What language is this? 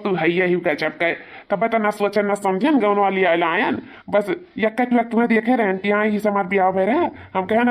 Awadhi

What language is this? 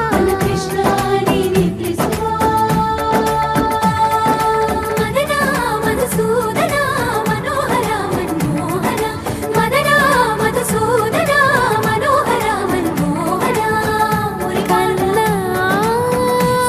Kannada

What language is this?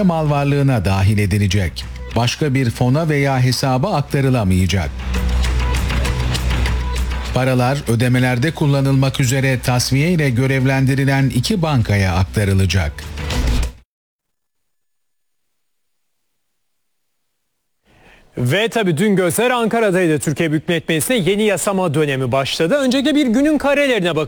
Turkish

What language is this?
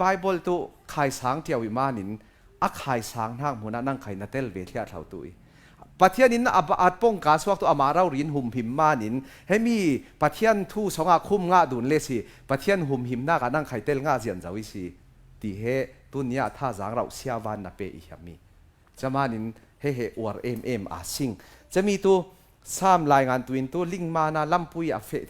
Falam Chin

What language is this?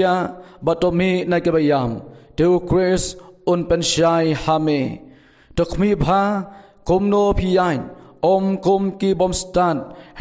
Khasi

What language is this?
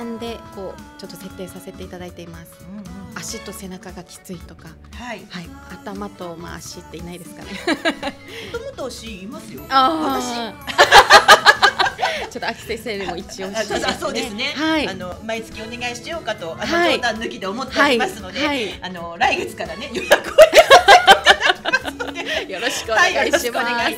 Japanese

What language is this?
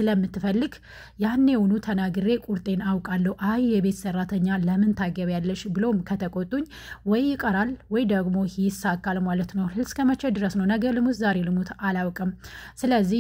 Amharic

